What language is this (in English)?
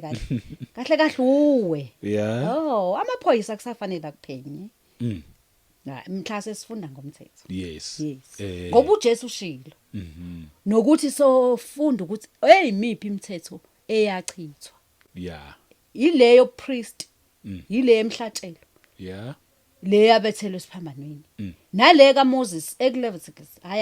Zulu